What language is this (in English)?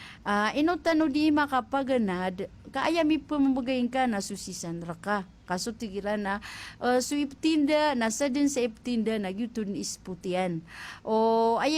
Maranao